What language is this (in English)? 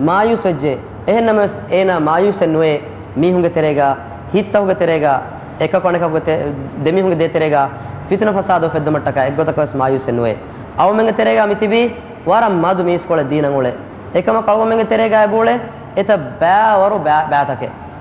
Divehi